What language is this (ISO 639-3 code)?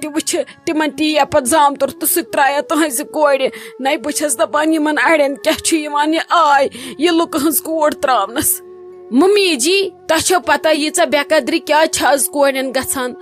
kas